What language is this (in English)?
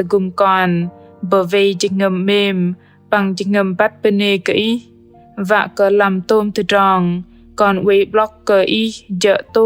Bahnar